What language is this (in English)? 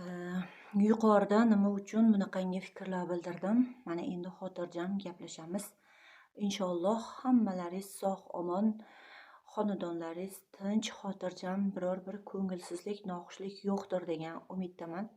Uzbek